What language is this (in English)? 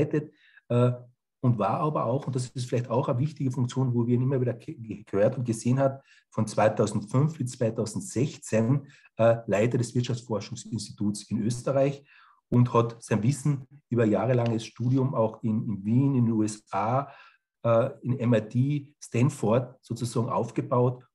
German